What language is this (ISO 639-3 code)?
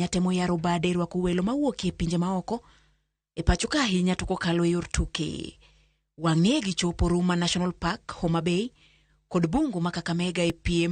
luo